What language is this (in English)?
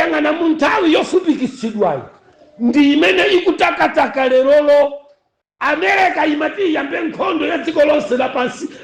Nyanja